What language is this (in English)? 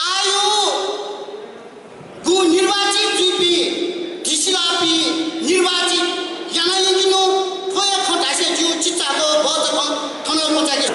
Newari